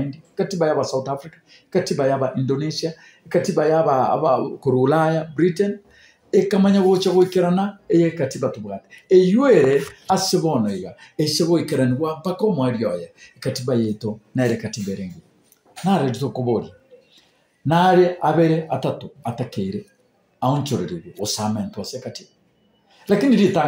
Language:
Gusii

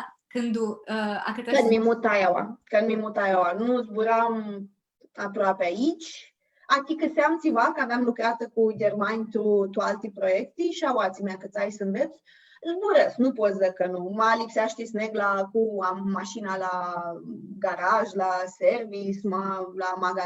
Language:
Aromanian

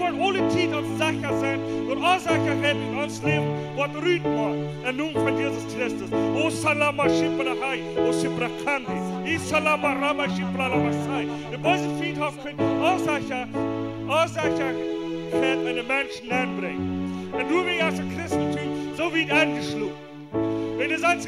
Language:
Plautdietsch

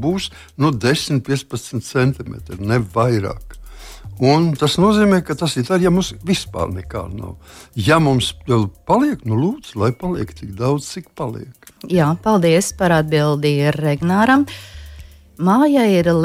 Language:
Latvian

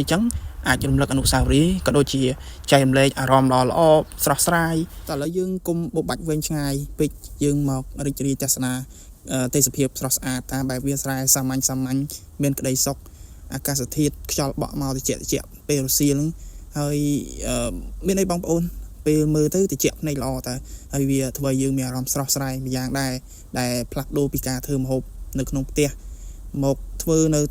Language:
Khmer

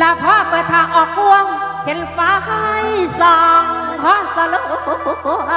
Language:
Northeastern Thai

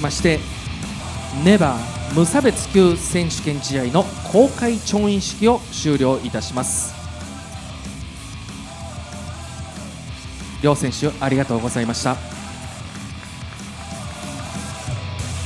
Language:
Japanese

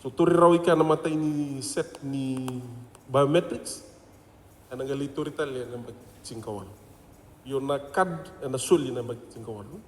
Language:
Fijian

